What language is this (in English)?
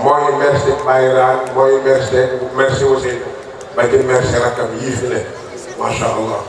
Wolof